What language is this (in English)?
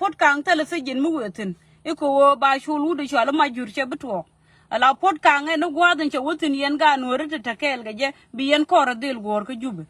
Nuer